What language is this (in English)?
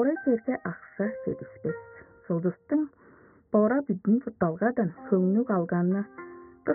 Tuvinian